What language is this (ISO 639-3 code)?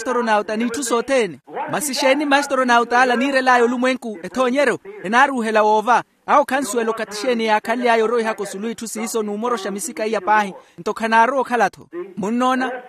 vmw